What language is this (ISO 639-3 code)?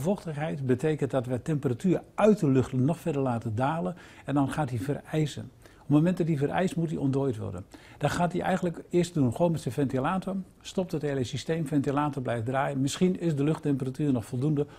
nld